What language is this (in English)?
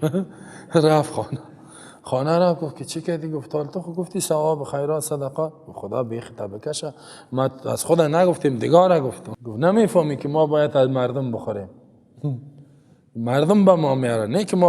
Persian